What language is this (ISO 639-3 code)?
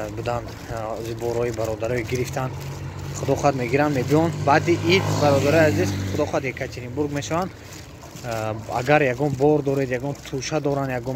tgk